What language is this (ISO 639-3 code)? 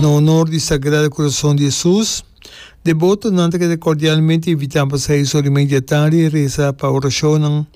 pap